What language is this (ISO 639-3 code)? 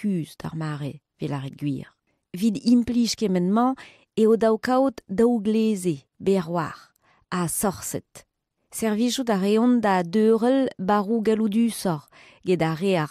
bre